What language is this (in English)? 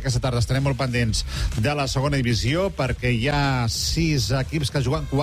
Catalan